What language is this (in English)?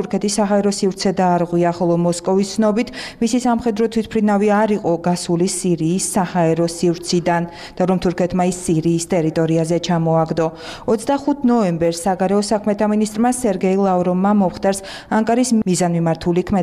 Georgian